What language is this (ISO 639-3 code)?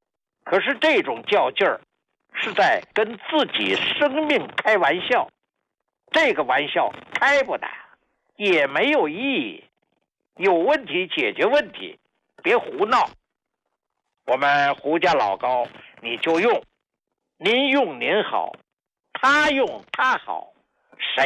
zho